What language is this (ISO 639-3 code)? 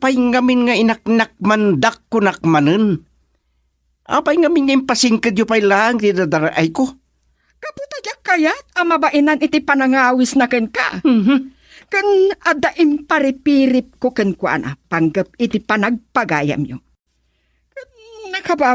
ilo